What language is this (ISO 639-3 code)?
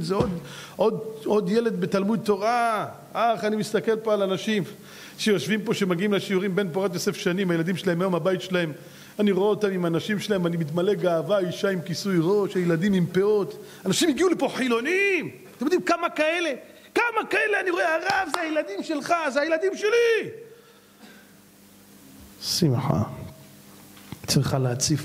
heb